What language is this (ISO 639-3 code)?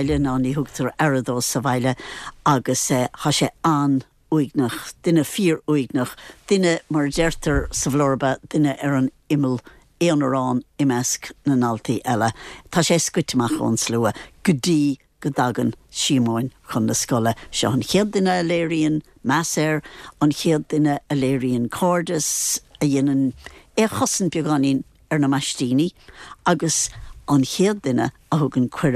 gle